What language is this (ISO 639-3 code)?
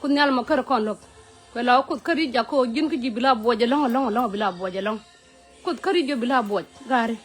nus